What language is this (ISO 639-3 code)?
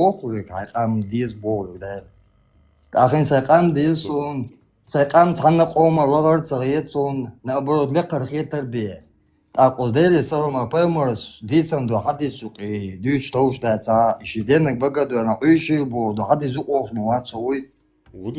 che